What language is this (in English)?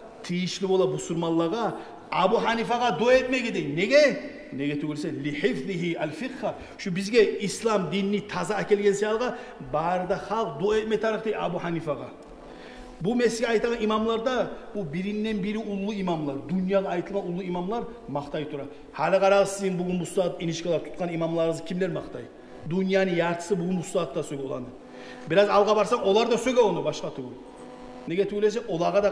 Kumyk